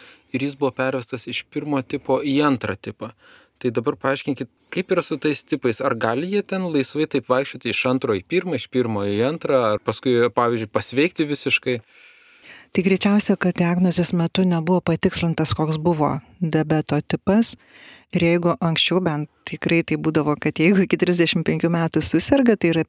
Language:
Lithuanian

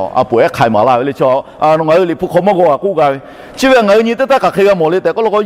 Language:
Lahu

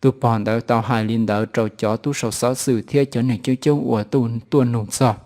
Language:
Hmong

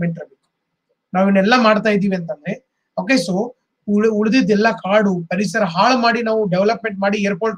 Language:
Kannada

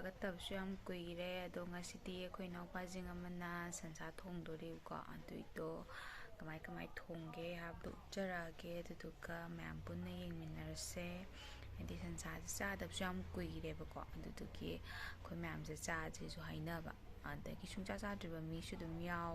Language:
Manipuri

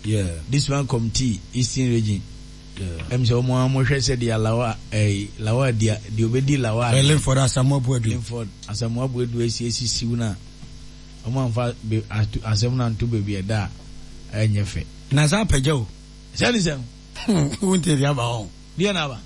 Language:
Akan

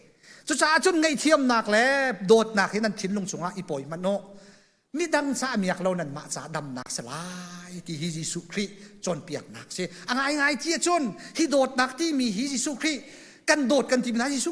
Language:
Hakha Chin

